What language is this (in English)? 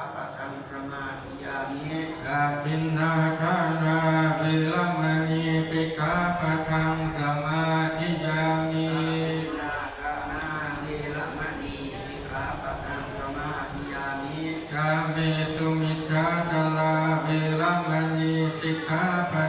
Pali